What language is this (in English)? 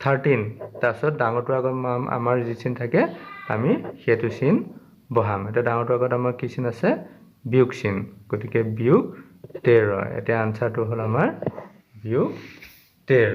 Assamese